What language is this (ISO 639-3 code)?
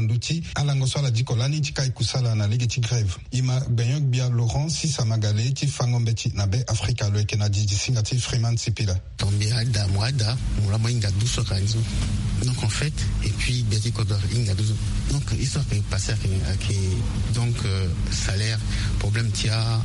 sag